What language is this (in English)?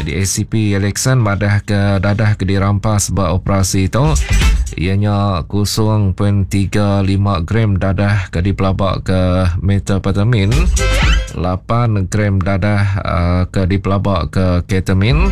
Iban